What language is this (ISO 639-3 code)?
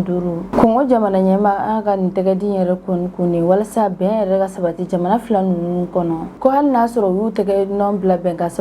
bam